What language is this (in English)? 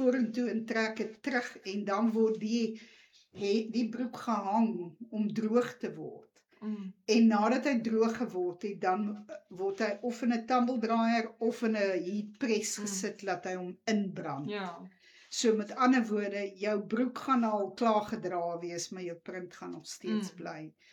Afrikaans